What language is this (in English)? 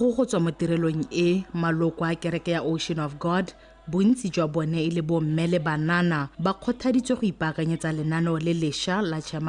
Tswana